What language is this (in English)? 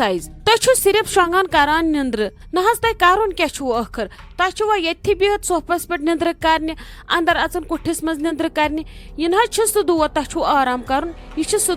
Kashmiri